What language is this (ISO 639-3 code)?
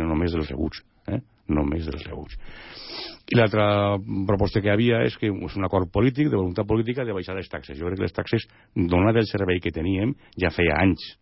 cat